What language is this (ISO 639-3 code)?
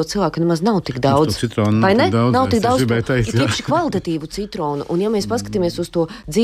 lav